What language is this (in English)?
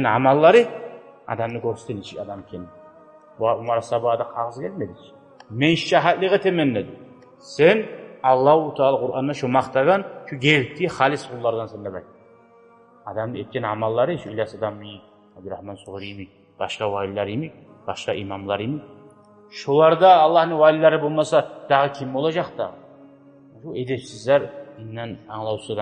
Kumyk